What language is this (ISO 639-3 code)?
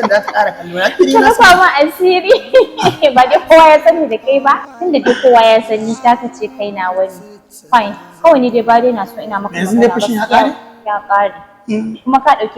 hau